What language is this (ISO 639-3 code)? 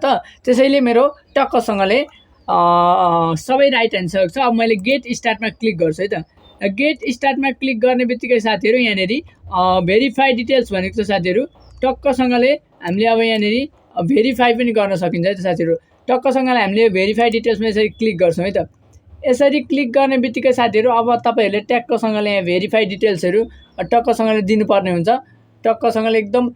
nep